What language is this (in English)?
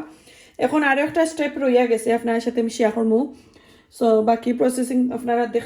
Sylheti